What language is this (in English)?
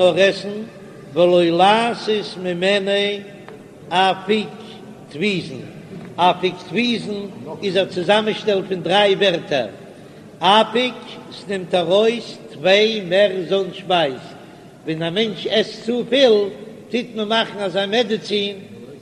Yiddish